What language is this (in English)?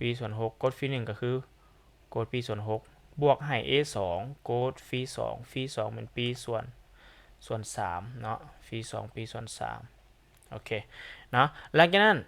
Lao